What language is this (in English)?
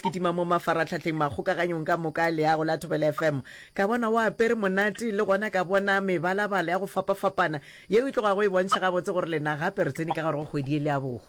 Northern Sotho